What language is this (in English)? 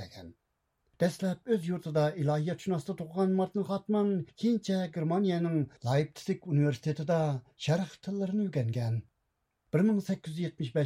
Uyghur